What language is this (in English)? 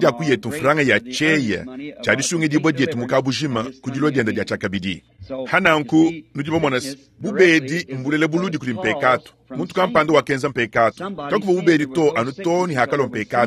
Luba-Lulua